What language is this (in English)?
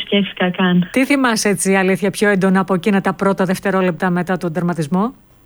Greek